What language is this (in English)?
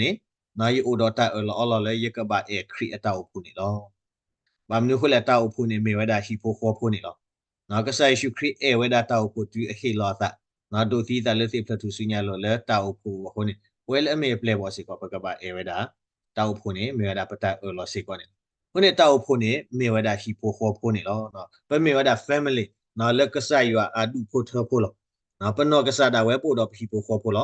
S'gaw Karen